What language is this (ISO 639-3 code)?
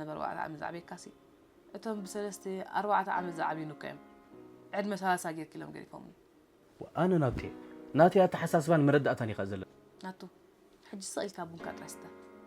tir